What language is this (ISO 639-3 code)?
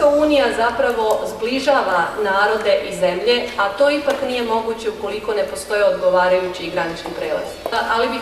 bos